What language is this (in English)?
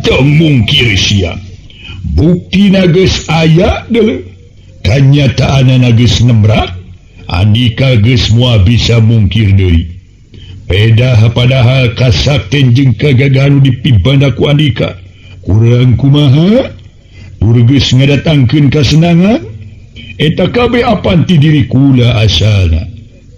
Sundanese